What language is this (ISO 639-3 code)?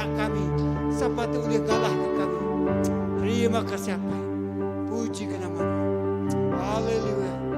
iba